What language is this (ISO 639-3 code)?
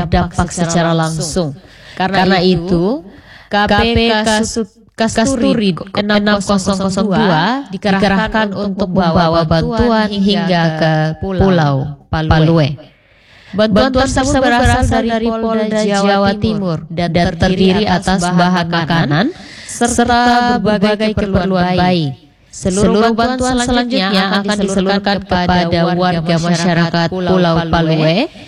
ind